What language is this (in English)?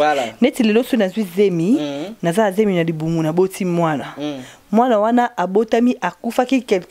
Lingala